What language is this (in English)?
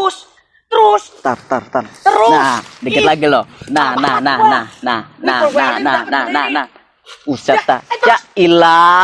Betawi